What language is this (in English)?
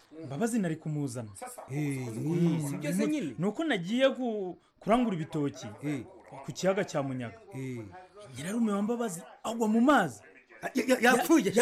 Kinyarwanda